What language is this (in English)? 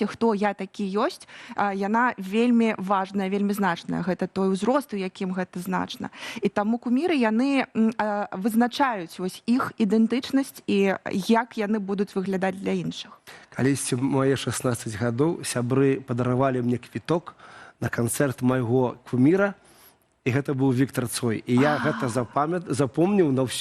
Belarusian